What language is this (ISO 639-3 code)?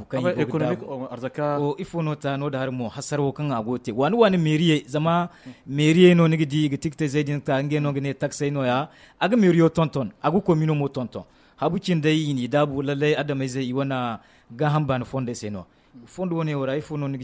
dje